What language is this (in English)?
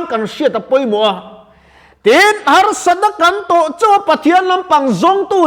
Mizo